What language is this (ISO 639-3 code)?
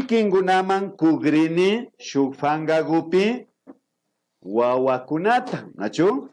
qvi